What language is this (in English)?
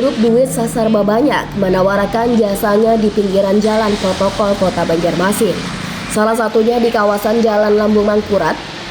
Banjar